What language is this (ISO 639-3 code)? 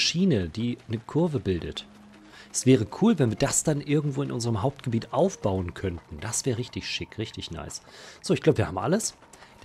deu